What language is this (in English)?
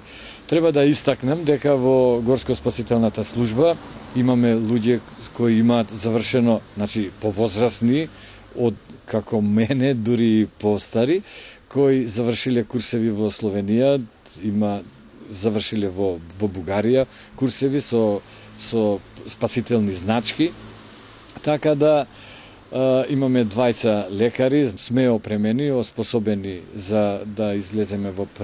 Macedonian